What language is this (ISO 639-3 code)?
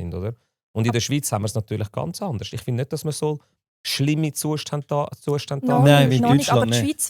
gsw